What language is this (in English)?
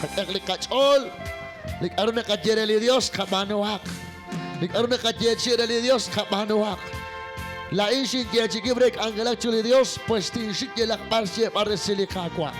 Kekchí